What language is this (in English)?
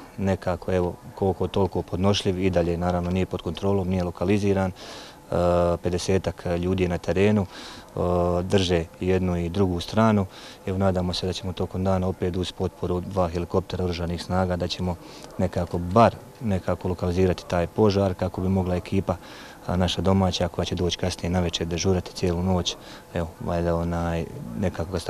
Croatian